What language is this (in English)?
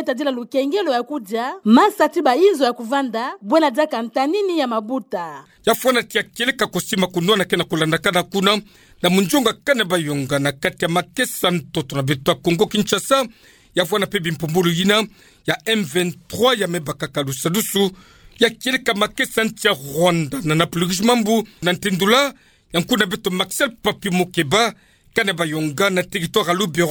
Kituba (Democratic Republic of Congo)